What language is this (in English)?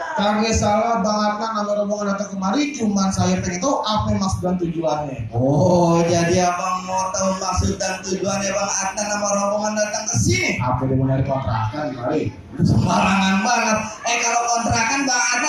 Betawi